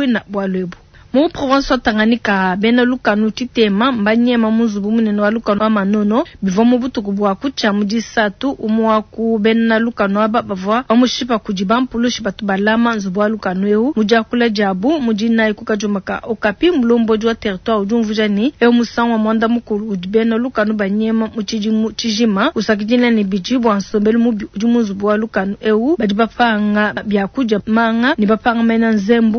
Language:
Luba-Lulua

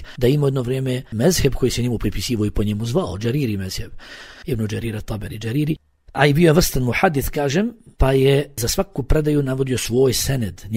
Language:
Bosnian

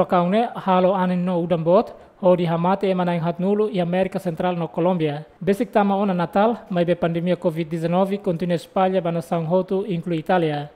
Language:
Tetum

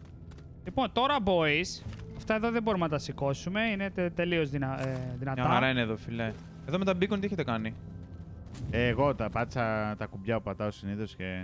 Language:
Greek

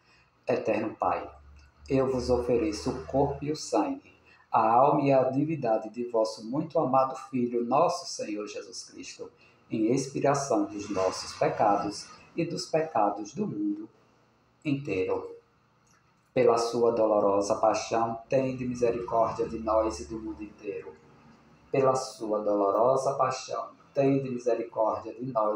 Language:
Portuguese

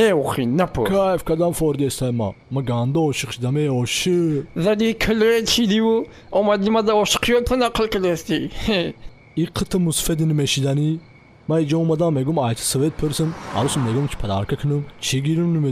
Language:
Tajik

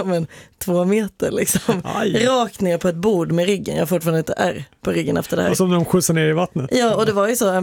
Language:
Swedish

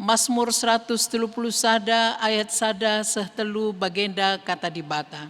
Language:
Batak Karo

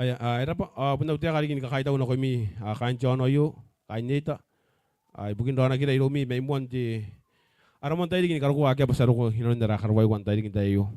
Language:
Gilbertese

